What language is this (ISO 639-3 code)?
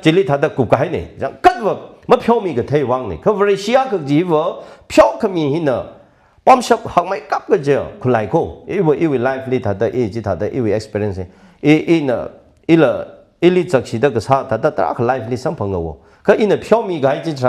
nmf